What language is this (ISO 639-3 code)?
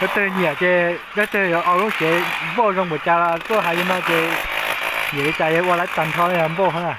hmn